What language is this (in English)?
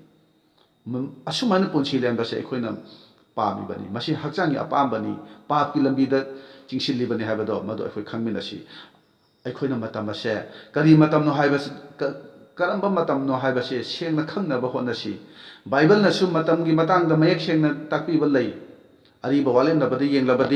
Manipuri